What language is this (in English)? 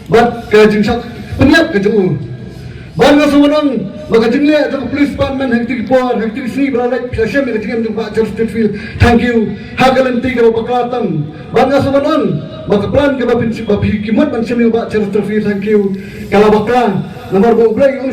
Khasi